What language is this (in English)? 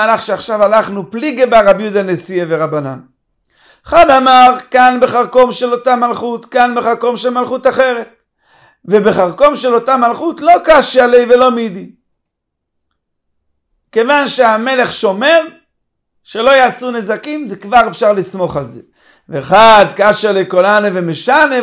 Hebrew